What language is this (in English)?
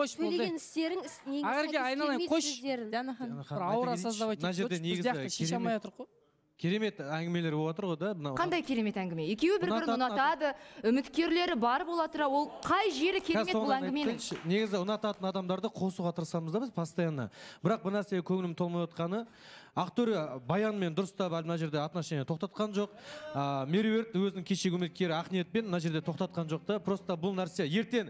Kazakh